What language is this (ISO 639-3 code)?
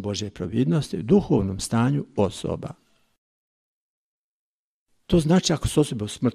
hrv